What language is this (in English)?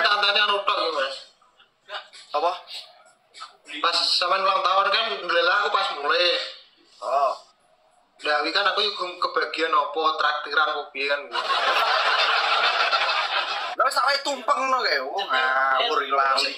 Indonesian